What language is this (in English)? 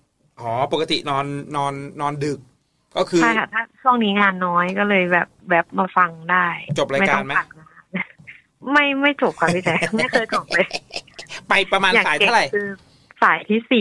Thai